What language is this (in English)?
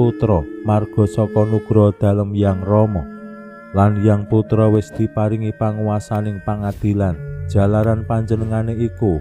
Javanese